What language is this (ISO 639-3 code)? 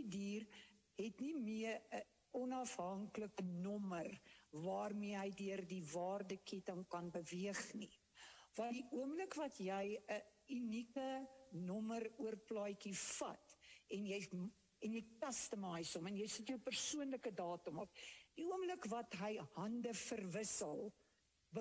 afr